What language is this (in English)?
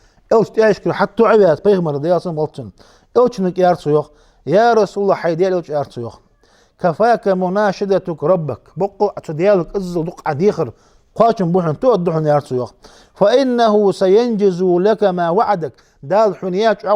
Ingush